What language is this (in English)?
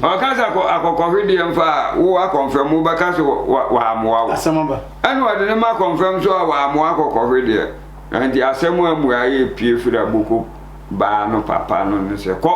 Akan